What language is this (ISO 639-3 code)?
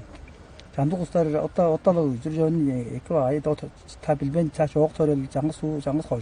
tyv